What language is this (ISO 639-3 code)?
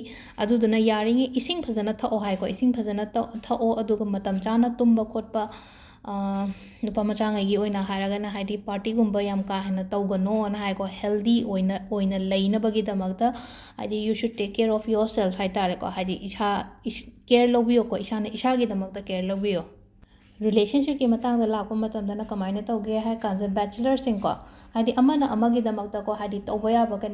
mni